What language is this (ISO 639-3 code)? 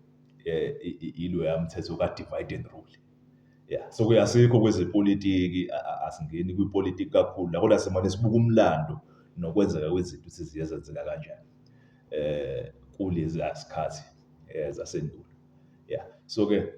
zul